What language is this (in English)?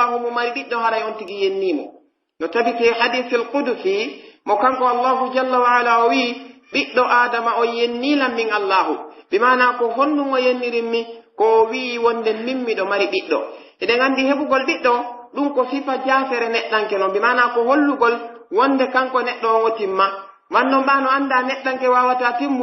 Pular